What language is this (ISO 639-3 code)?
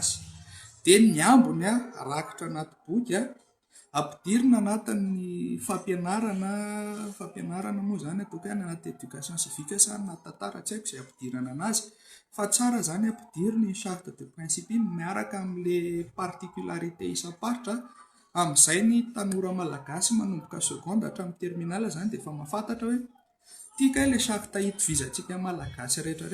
mlg